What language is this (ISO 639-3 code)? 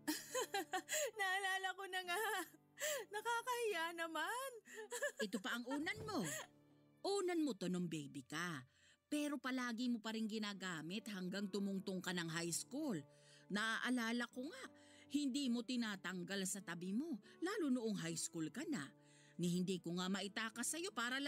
fil